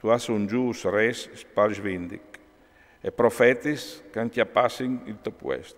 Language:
Friulian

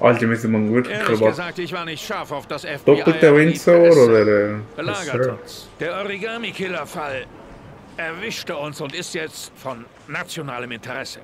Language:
Swiss German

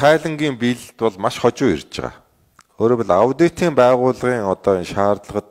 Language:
Mongolian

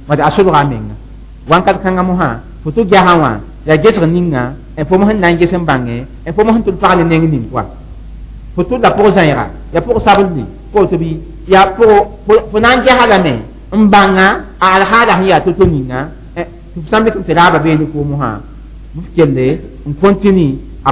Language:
Mossi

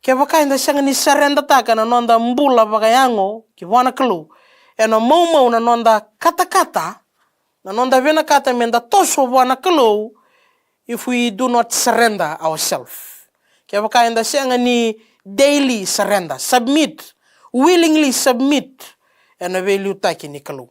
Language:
Fijian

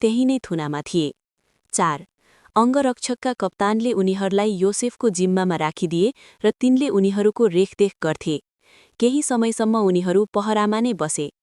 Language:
Nepali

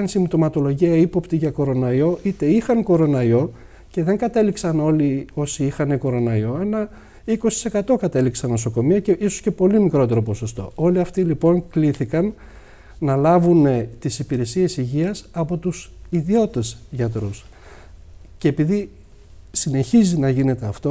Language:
Greek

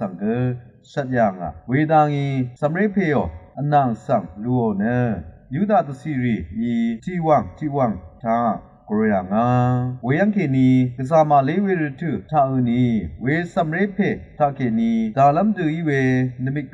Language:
Rawang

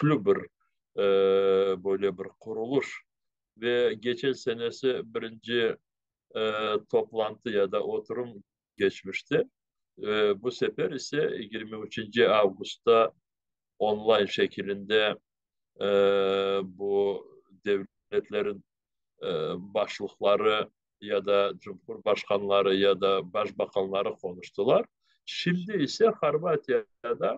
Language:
Crimean Tatar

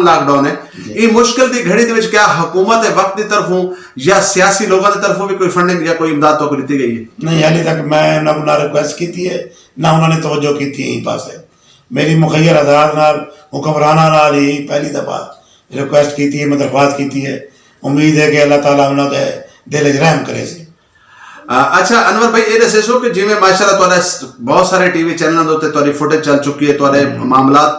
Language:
Saraiki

